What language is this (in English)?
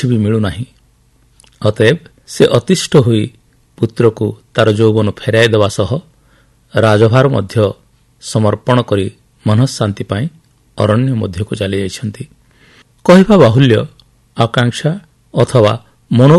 Odia